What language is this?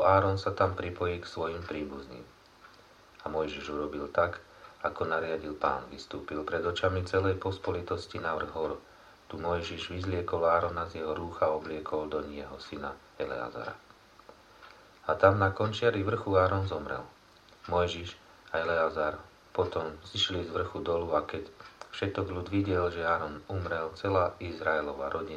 Slovak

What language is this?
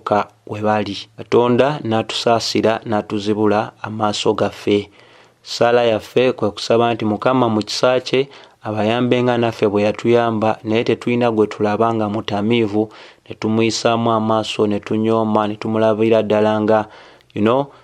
Ganda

